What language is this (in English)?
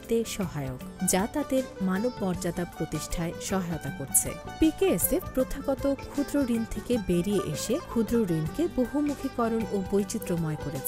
Bangla